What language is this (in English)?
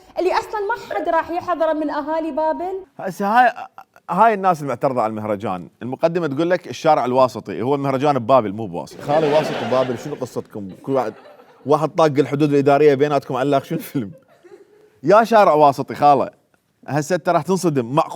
Mesopotamian Arabic